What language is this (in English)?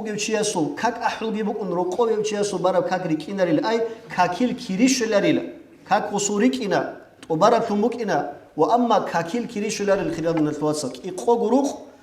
Avaric